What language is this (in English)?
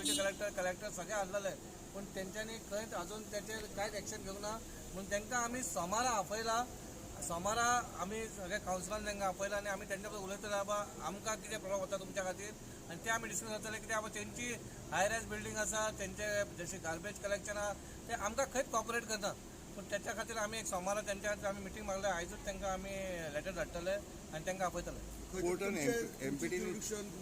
Konkani